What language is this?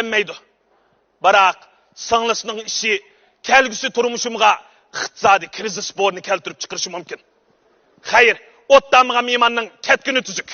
Uyghur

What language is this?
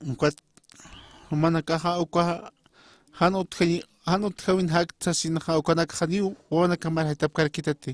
Aymara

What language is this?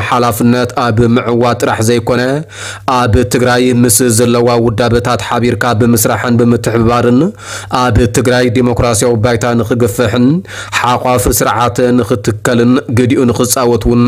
Tigrinya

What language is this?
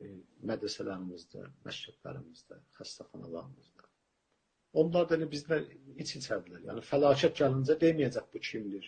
South Azerbaijani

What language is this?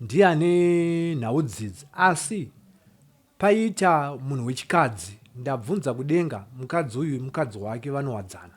Shona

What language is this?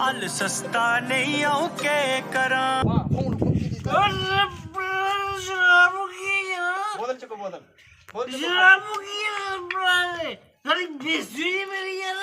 Dogri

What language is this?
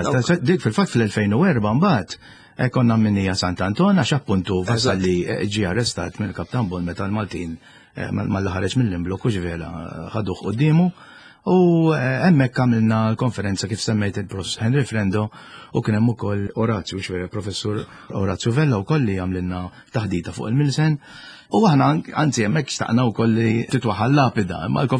Maltese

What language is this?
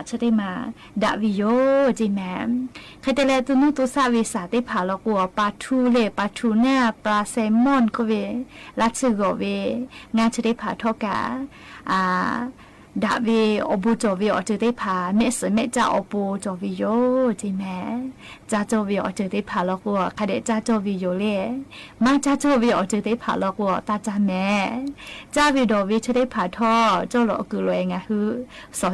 Lahu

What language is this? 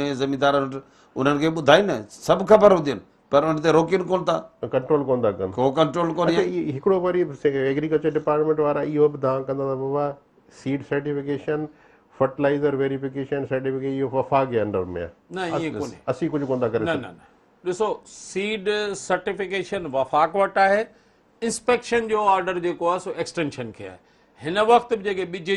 Sindhi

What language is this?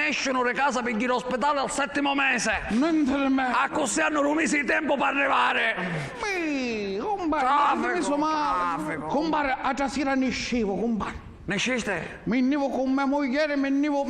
Sicilian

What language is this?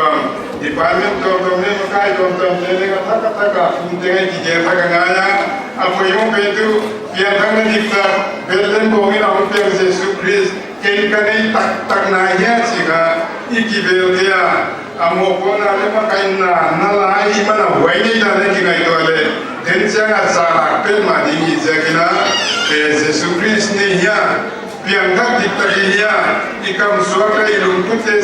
Paite Chin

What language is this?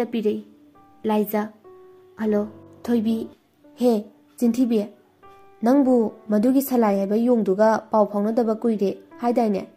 Manipuri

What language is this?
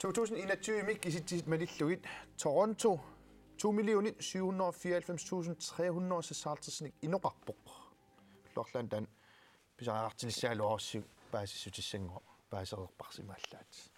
Kalaallisut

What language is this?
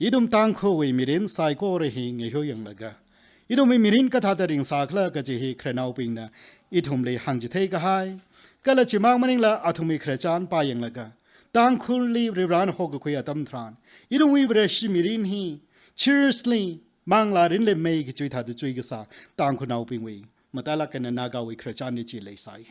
Tangkhul Naga (India)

